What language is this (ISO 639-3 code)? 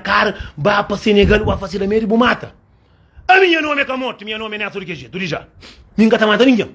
kea